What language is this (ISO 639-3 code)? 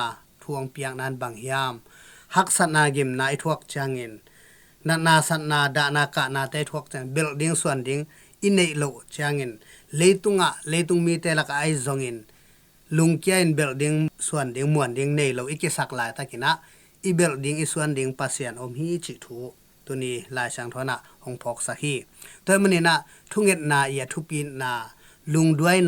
ctd